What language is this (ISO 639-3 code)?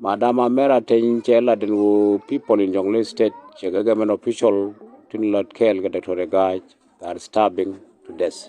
nus